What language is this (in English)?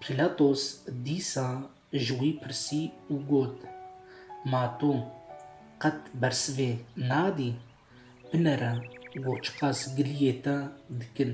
Kurdish